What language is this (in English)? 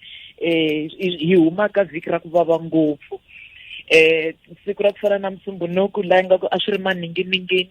Tsonga